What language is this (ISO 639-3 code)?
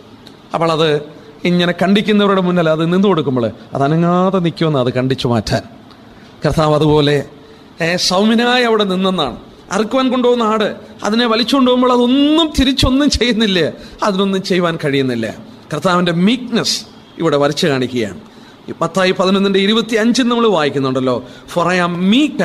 mal